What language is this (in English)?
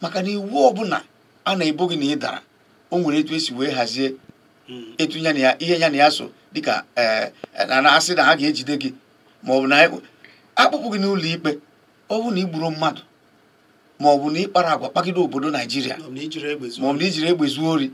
Igbo